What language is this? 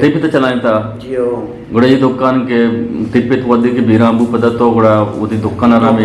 Eastern Balochi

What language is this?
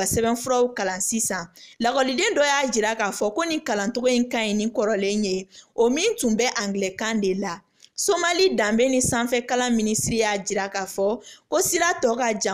Bambara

